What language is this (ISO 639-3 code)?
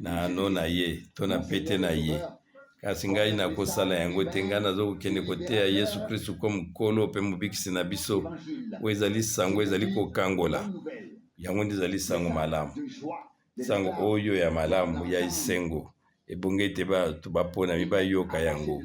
lin